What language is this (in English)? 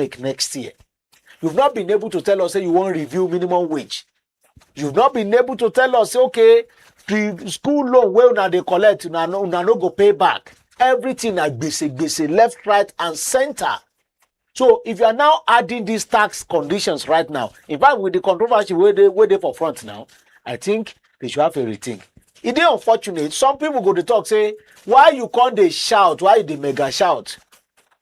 Nigerian Pidgin